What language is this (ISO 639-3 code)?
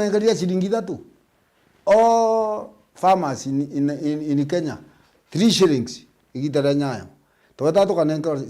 mer